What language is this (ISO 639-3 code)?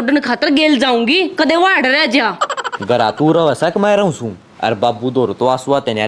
bgc